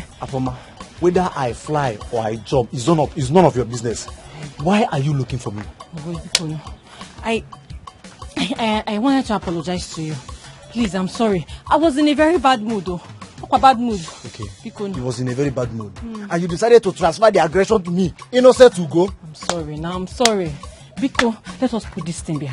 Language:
Nigerian Pidgin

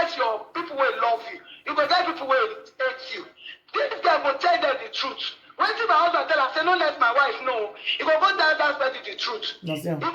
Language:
Nigerian Pidgin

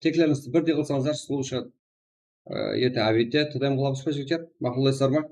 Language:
Kara-Kalpak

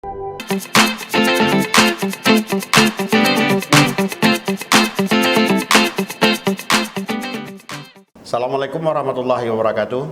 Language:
Achinese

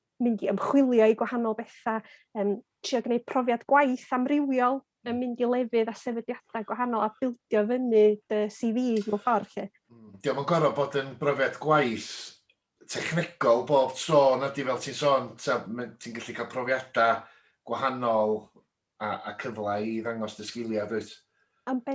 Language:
Welsh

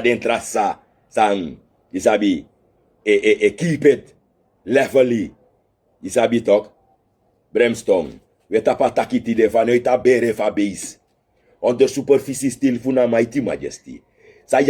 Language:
Sranan Tongo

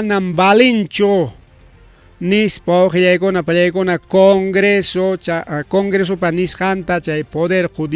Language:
Ayacucho Quechua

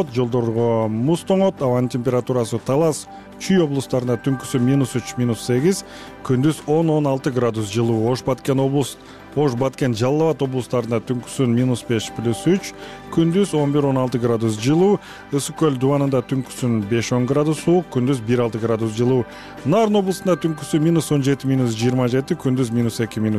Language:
Kyrgyz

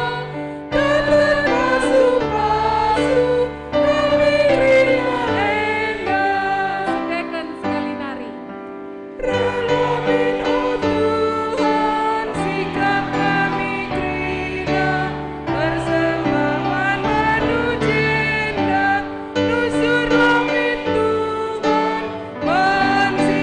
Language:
Batak Karo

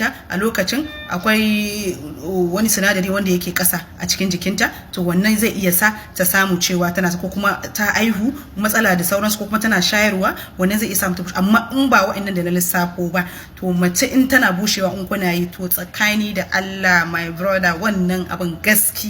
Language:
Hausa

